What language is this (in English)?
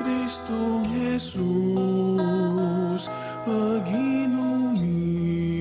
Pampanga